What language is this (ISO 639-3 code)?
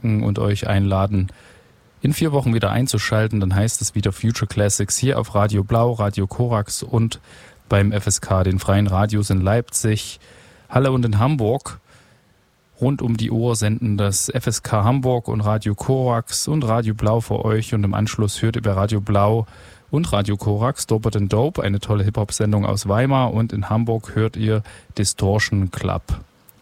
deu